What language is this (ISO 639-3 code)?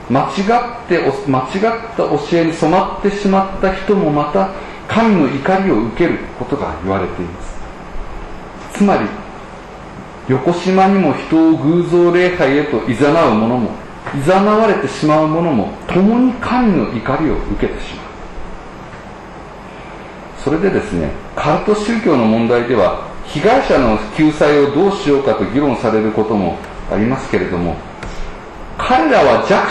jpn